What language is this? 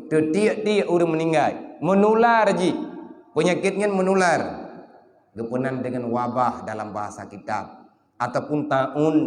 Achinese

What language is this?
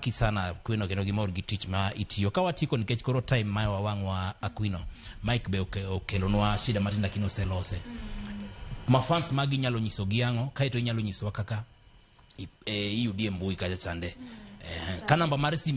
Luo (Kenya and Tanzania)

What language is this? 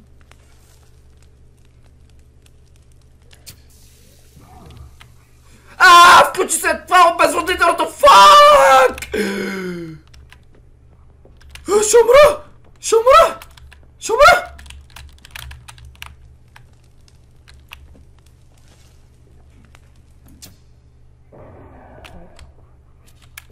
Bulgarian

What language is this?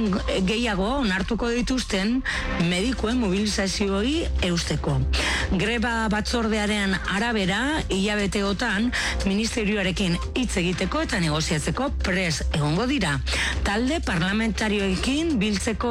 Basque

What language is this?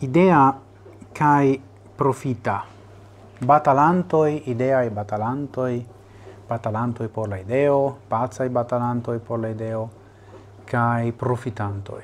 Esperanto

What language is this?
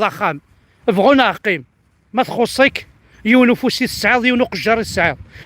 Kabyle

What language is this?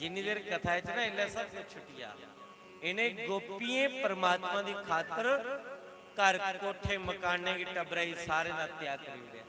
Dogri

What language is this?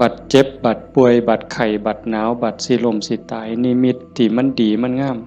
Northeastern Thai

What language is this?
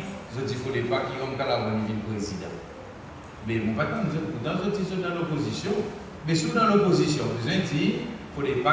Seselwa Creole French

